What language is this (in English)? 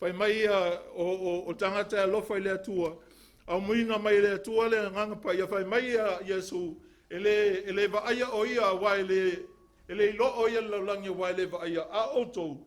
Samoan